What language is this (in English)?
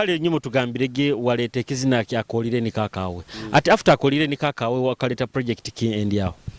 Nyoro